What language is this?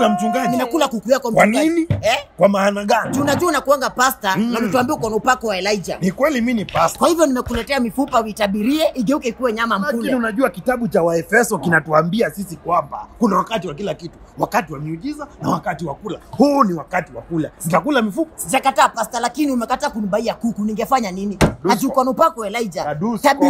Swahili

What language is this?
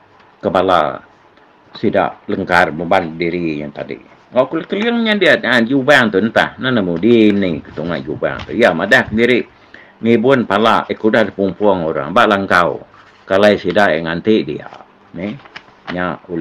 Iban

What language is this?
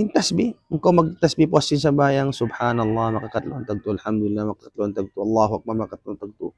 Tausug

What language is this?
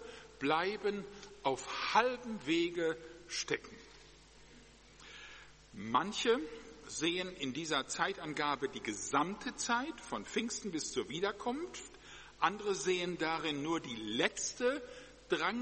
German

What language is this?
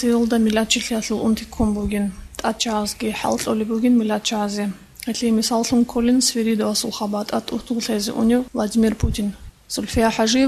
Avaric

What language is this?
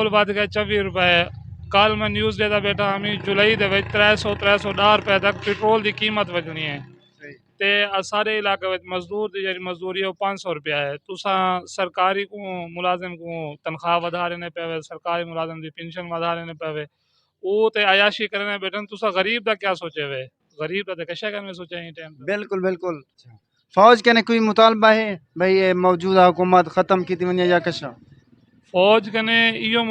Saraiki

